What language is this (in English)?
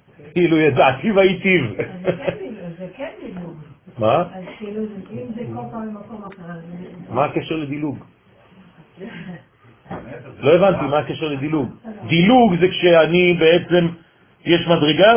Hebrew